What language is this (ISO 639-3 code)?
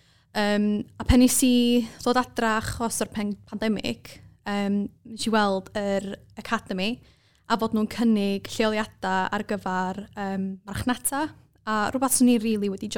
cym